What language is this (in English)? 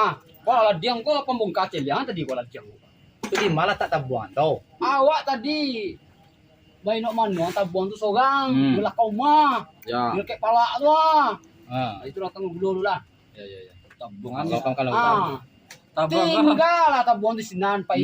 Minangkabau